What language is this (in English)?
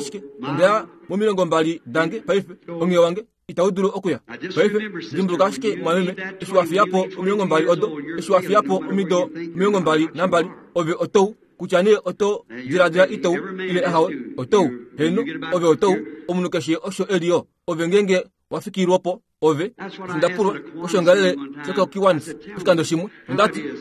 Kuanyama